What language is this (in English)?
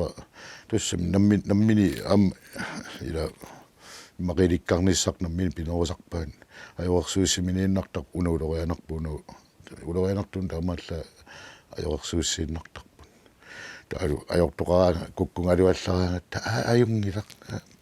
Kalaallisut